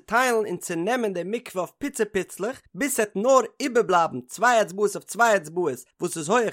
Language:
Yiddish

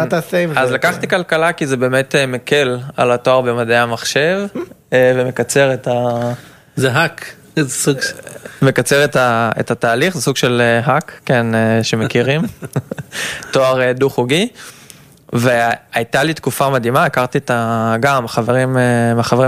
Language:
Hebrew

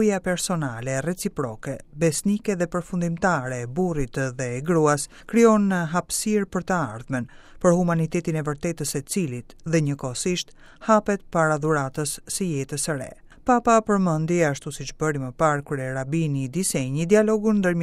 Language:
Albanian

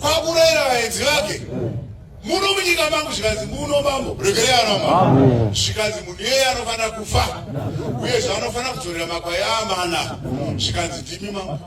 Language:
Shona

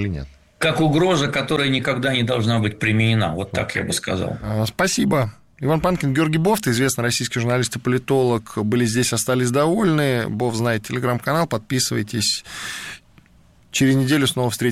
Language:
Russian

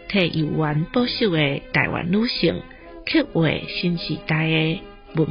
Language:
Min Nan Chinese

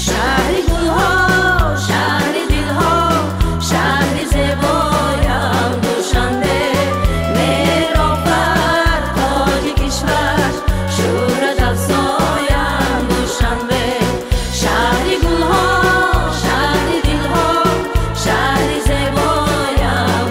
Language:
Tajik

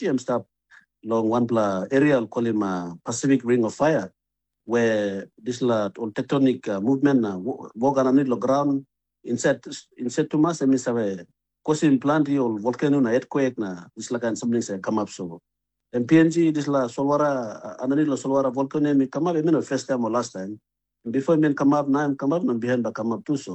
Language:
Tok Pisin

